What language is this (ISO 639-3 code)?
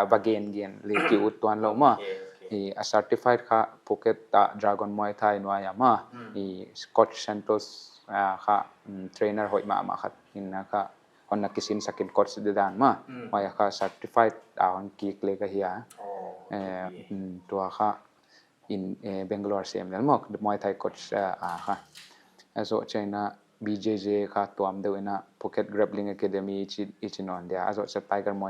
pck